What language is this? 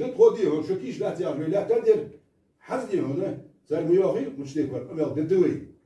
Ingush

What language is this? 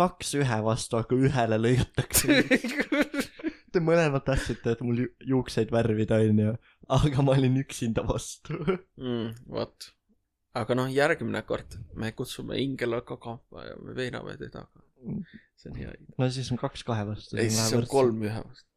Estonian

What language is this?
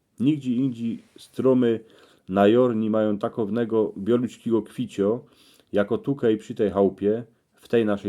Silesian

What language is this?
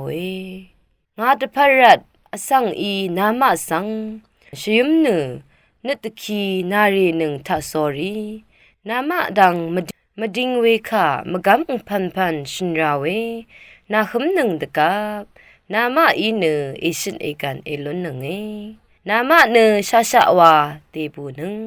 Rawang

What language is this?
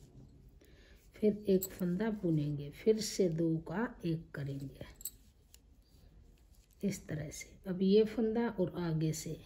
Hindi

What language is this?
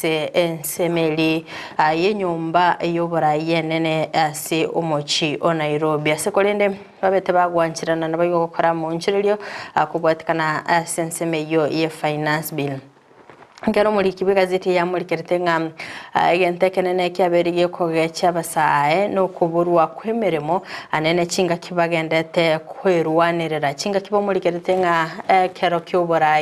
Gusii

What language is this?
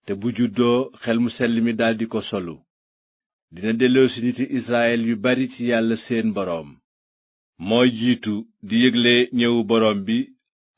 Wolof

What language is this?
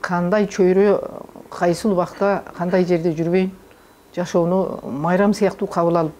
Kyrgyz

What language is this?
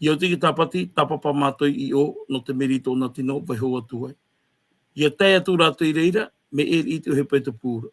Tahitian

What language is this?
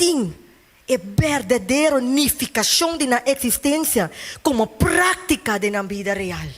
Papiamento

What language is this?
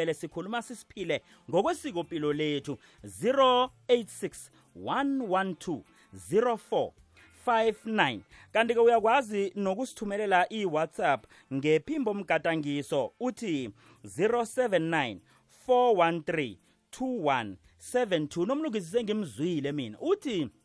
South Ndebele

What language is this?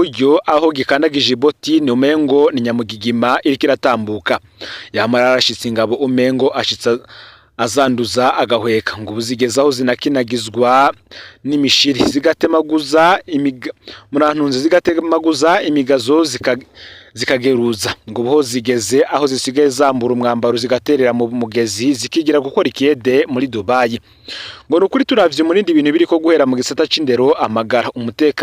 Rundi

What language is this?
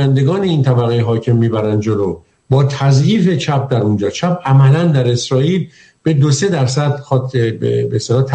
Persian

